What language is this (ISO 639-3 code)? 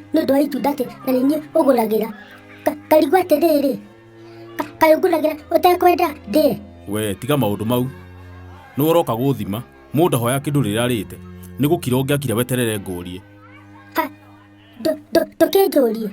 kik